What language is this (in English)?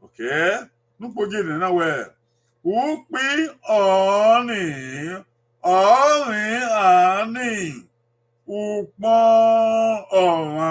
Bini